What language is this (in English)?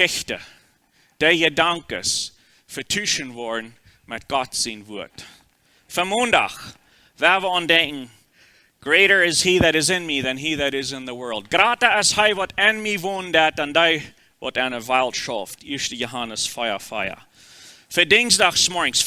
Plautdietsch